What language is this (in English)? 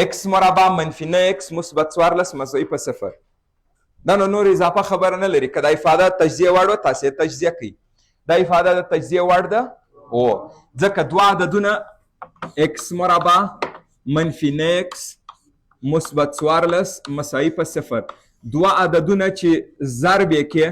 Pashto